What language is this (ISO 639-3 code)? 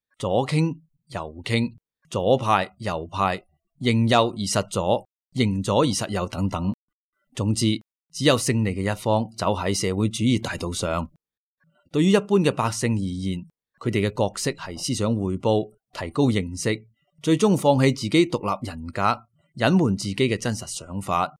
yue